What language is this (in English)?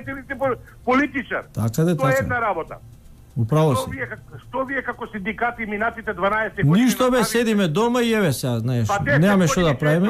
Macedonian